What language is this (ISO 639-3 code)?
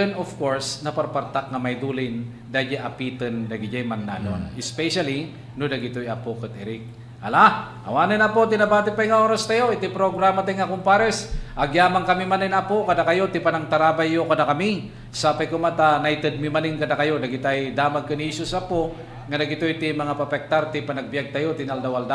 ilo